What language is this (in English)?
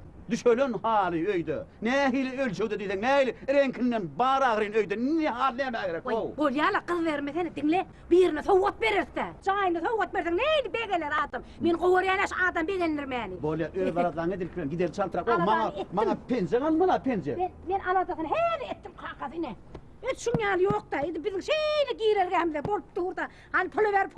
Turkmen